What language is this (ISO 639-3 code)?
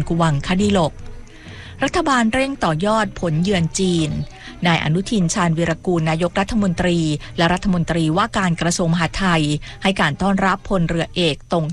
tha